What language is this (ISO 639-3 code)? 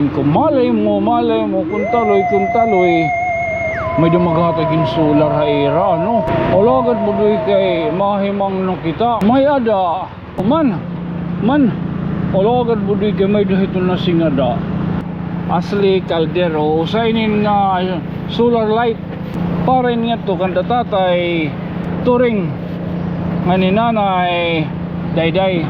war